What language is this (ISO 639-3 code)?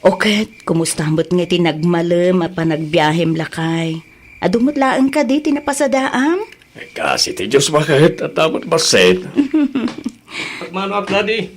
ilo